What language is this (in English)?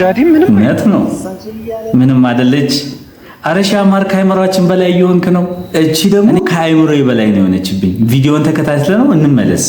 Amharic